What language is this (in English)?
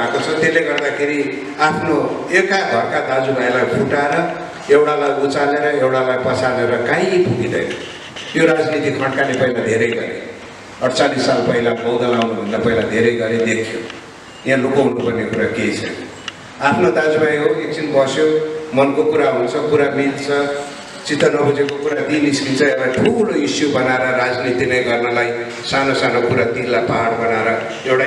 Nepali